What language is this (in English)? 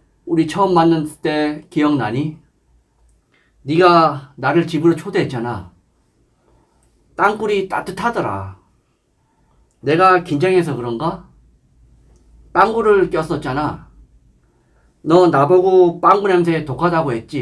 Korean